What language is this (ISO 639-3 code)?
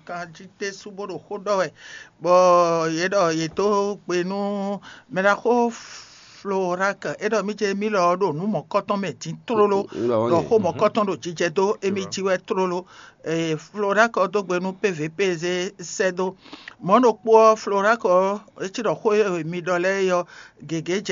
fon